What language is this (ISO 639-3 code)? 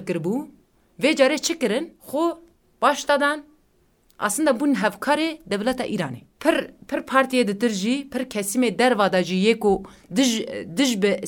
kur